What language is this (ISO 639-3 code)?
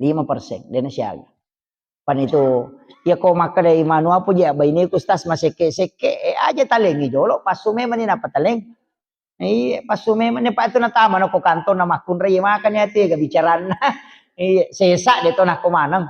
bug